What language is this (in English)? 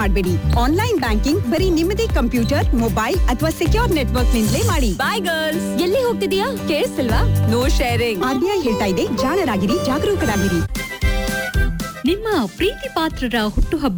Kannada